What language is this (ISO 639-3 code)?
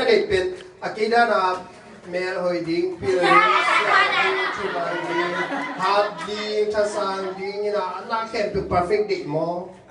ctd